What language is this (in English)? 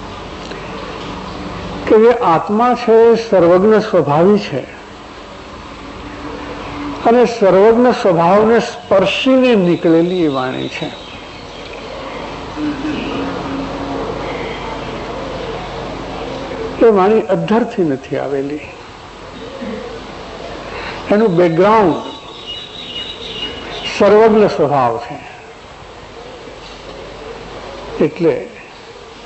Gujarati